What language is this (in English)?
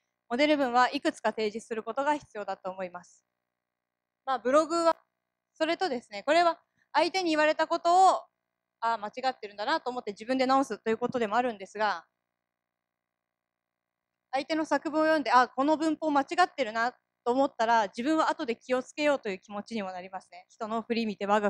Japanese